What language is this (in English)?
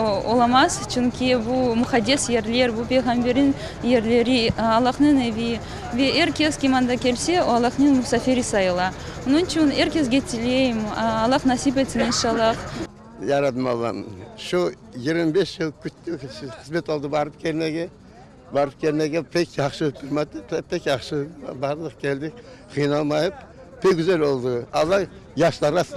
Crimean Tatar